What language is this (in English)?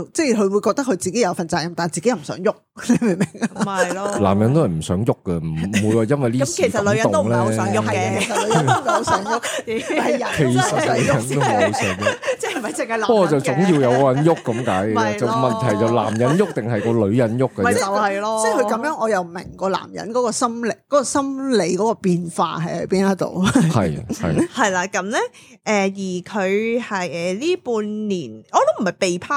Cantonese